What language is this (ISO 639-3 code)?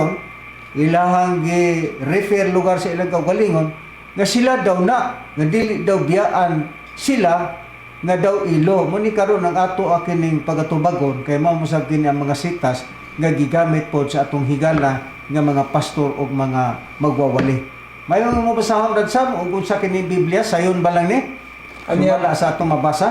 ceb